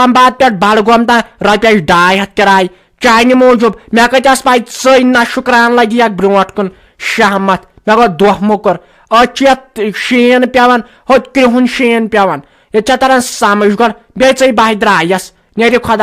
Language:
Kashmiri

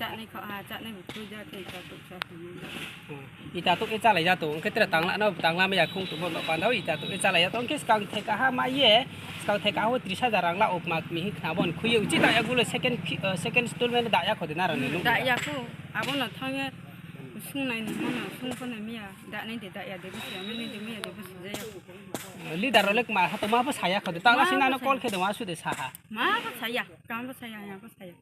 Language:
Riang (India)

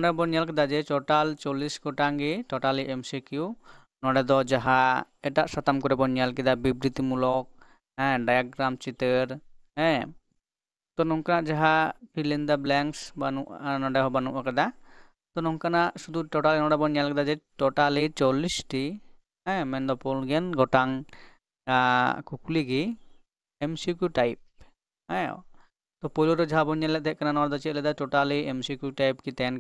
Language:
Santali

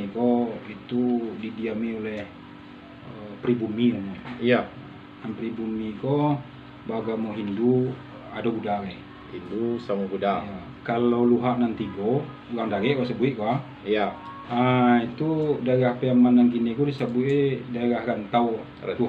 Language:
Minangkabau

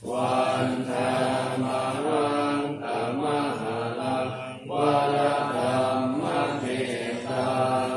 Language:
Pali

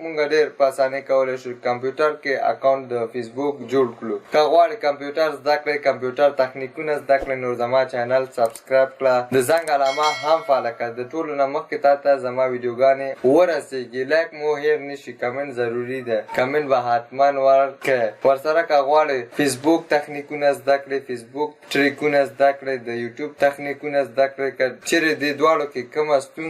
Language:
Pashto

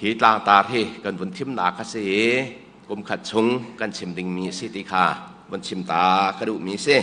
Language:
Hakha Chin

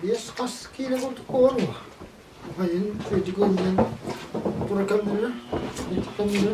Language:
Yakut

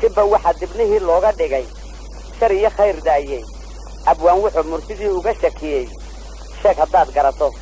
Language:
Somali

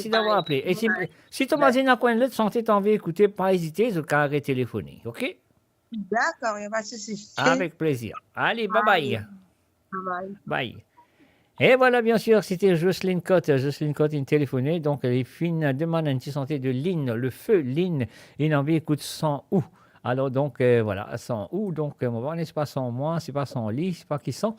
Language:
Morisyen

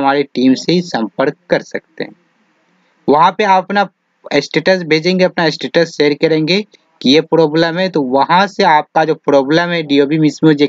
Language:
Hindi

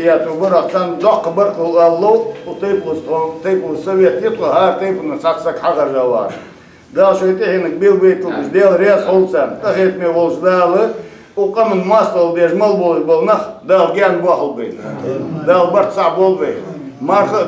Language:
Ingush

